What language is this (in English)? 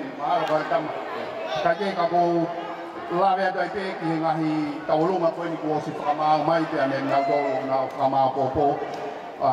Tongan